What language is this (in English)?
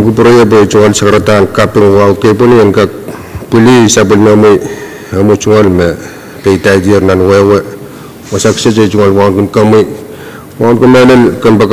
Pohnpeian